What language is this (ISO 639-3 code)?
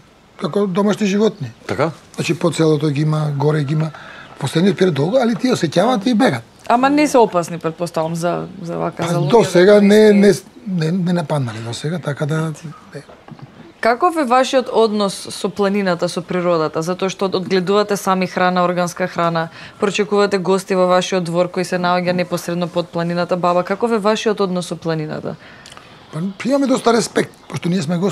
mkd